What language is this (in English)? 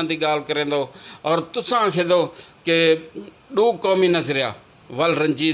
Saraiki